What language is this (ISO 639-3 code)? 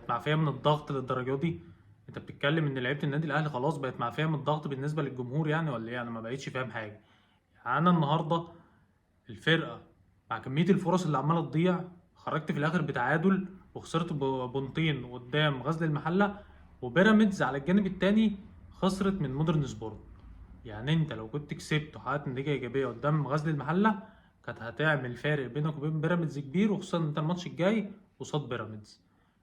arz